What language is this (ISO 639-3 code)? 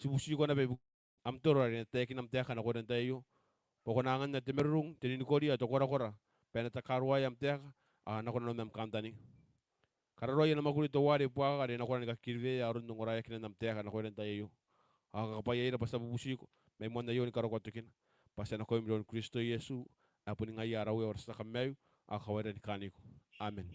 gil